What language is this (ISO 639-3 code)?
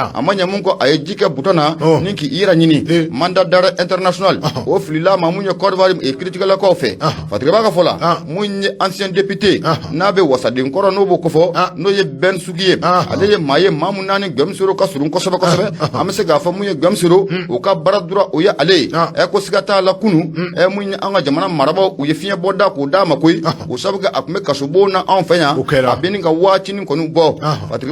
bam